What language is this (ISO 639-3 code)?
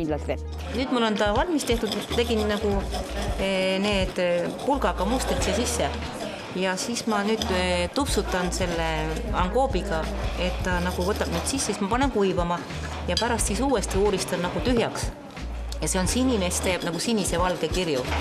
est